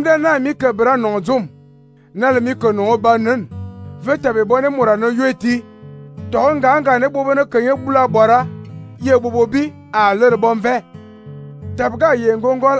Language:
Fang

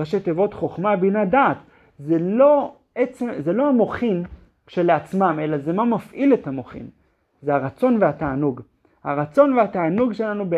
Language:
Hebrew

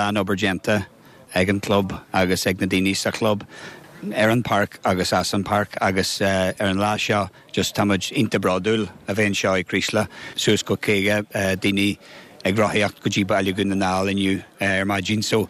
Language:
Irish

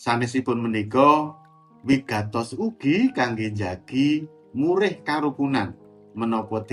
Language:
Javanese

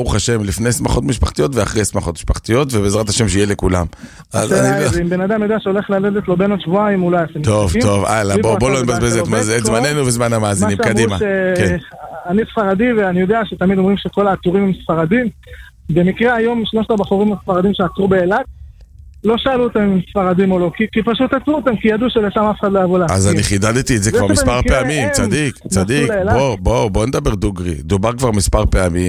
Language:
Hebrew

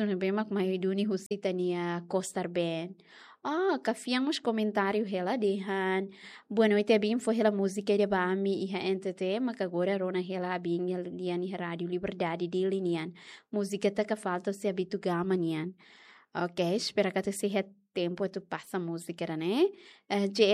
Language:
Tetum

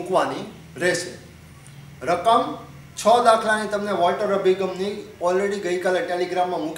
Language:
Gujarati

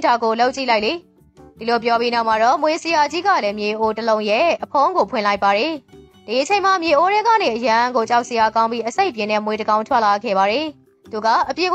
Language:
Burmese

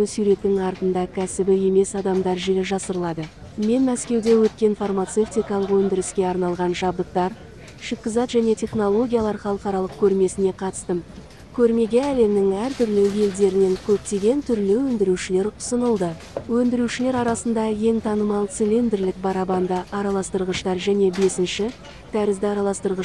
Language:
Kazakh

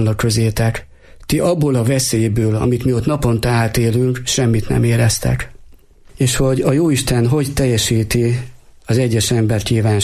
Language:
Hungarian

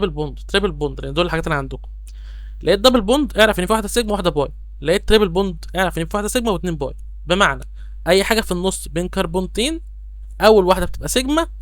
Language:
Egyptian Arabic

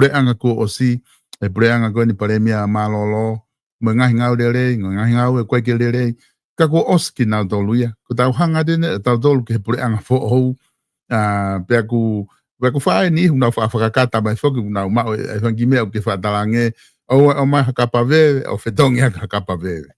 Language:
Tongan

